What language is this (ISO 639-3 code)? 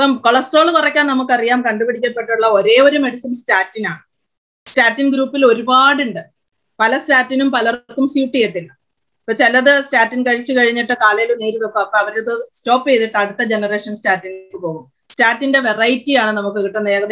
mal